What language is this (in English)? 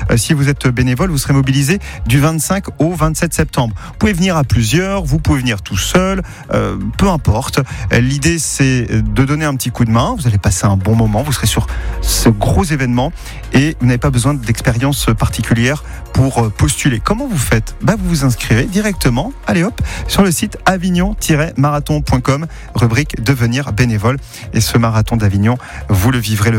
French